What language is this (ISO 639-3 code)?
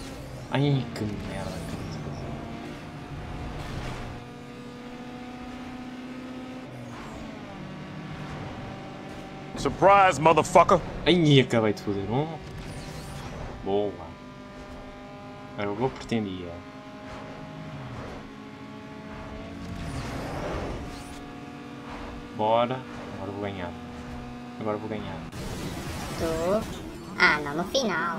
por